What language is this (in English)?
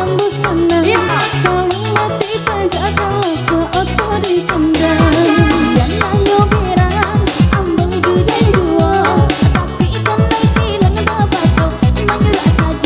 Minangkabau